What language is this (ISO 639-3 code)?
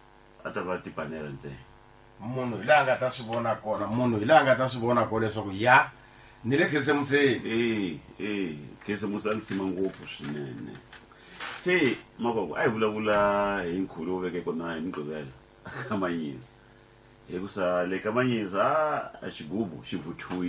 tso